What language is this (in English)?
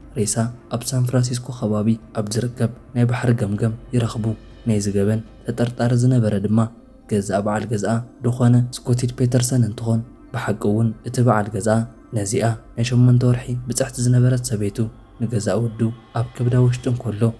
Tigrinya